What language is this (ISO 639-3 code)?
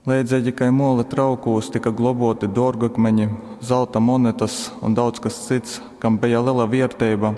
ltg